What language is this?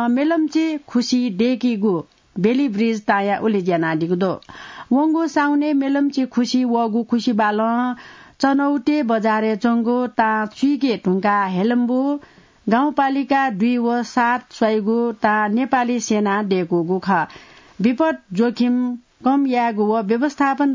Newari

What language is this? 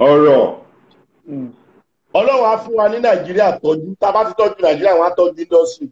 Yoruba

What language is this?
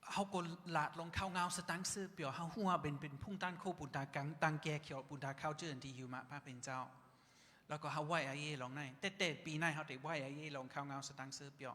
Shan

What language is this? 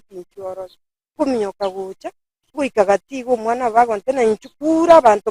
Gusii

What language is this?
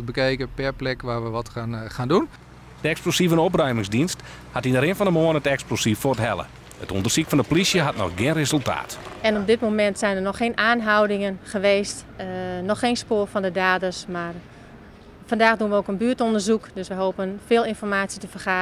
Western Frisian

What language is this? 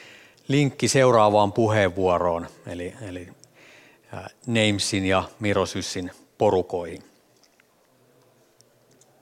Finnish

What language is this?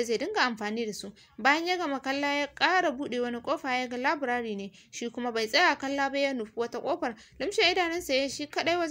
Hausa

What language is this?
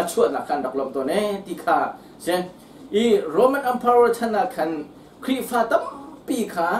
Hakha Chin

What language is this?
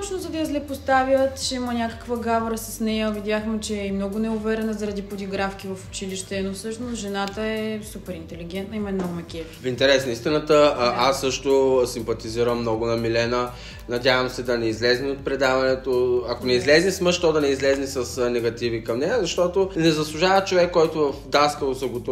Bulgarian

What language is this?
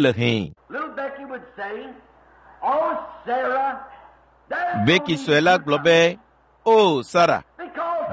Ewe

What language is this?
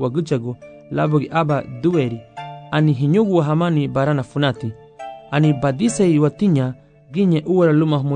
Garifuna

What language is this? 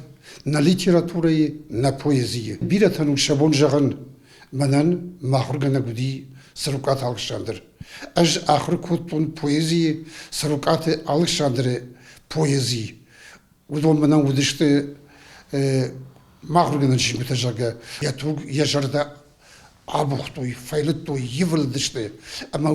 Ossetic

